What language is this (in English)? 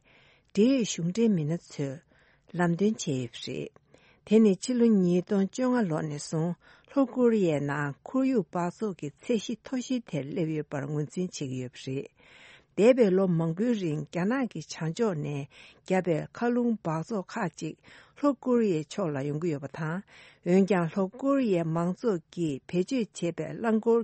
Tibetan